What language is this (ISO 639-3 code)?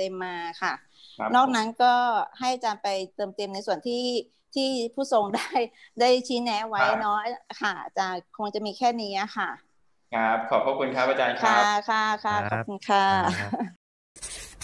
tha